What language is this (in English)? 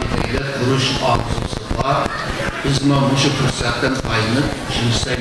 Uyghur